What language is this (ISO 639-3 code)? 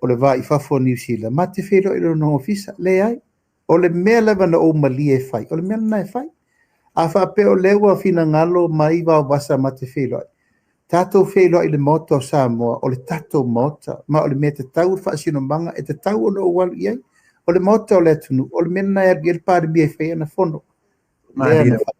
smo